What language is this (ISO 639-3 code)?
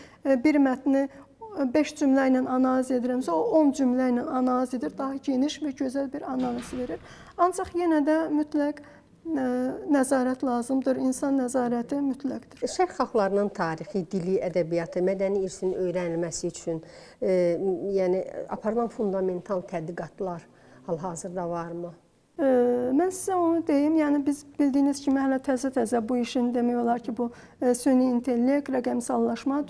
aze